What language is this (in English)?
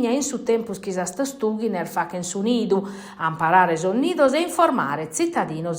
Sardinian